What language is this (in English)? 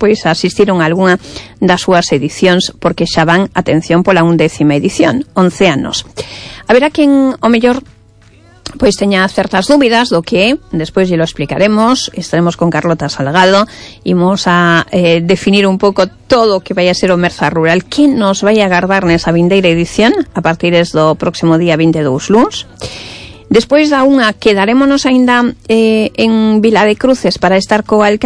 Galician